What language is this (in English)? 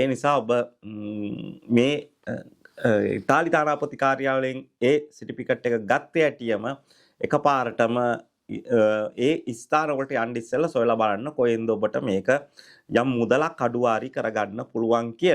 Sinhala